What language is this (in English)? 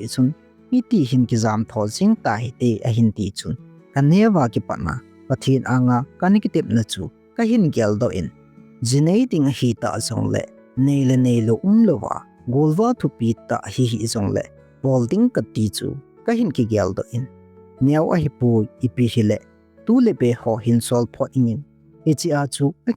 Thado Chin